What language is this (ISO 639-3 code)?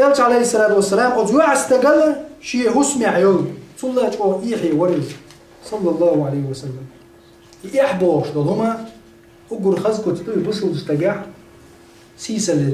che